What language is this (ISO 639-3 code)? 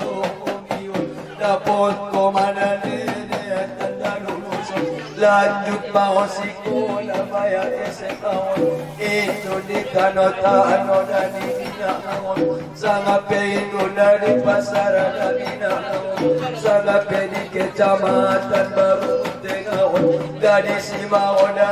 akb